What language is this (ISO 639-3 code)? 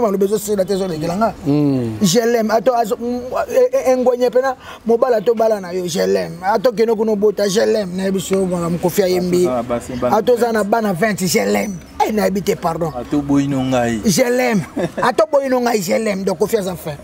lin